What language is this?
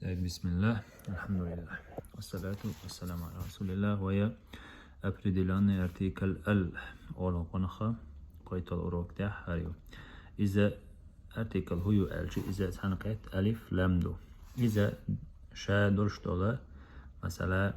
Chechen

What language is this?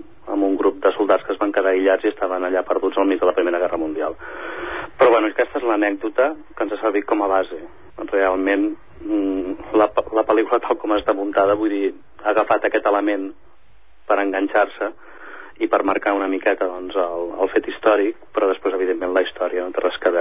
Catalan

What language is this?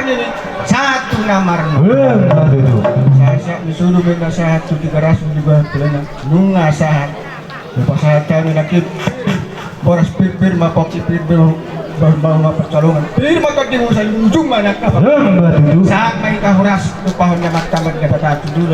Batak Toba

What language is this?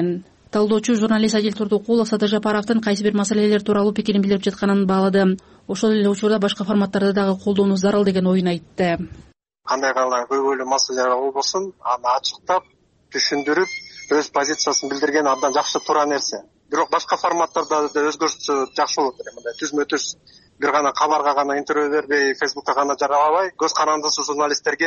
Kyrgyz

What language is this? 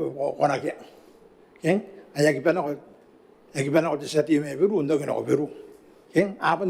Gilbertese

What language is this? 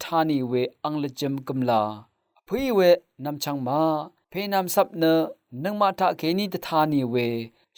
Rawang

